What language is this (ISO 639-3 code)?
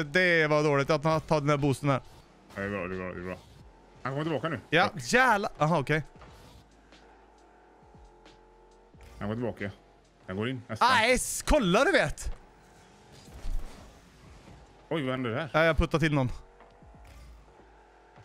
swe